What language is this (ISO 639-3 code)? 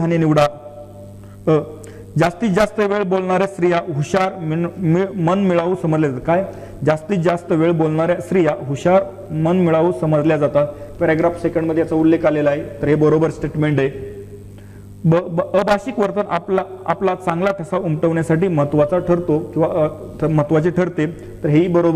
mar